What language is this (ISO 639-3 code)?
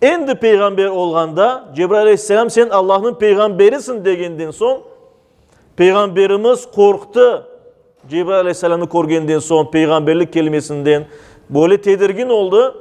crh